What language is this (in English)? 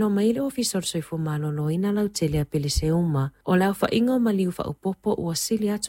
Samoan